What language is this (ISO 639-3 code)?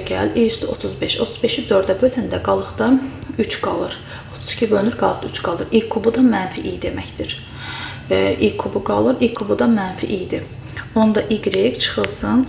aze